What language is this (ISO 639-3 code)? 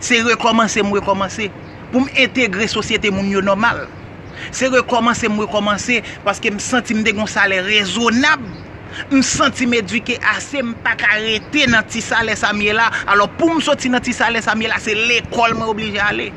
hat